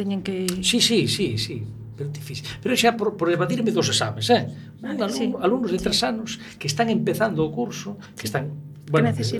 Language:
Galician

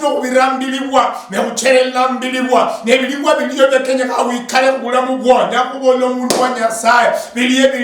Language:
Luyia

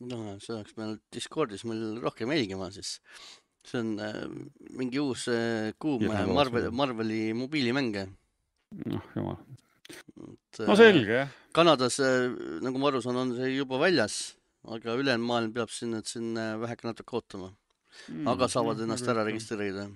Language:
Estonian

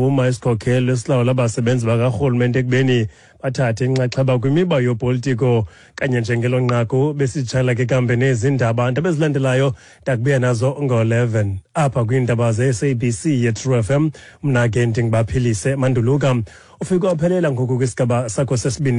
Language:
Xhosa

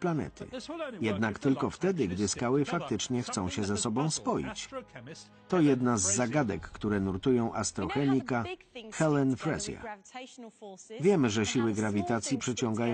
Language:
Polish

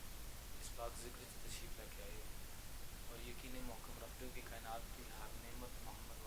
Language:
Pahari-Potwari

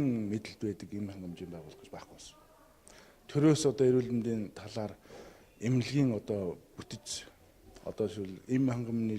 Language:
Mongolian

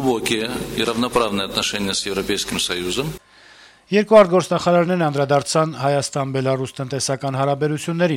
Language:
Armenian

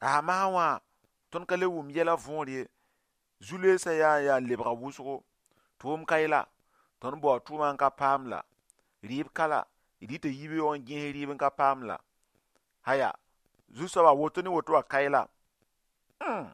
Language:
Mossi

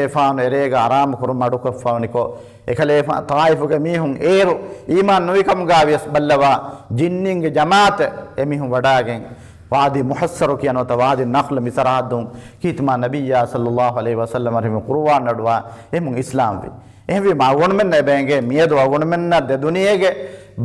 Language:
Divehi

